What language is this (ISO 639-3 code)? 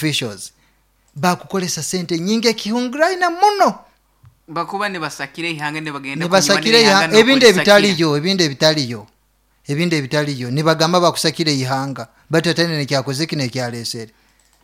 nyo